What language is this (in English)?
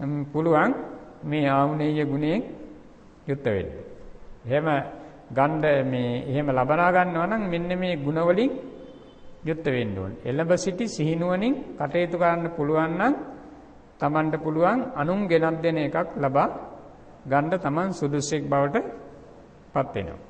Sinhala